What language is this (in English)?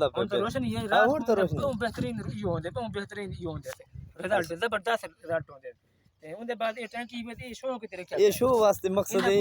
Saraiki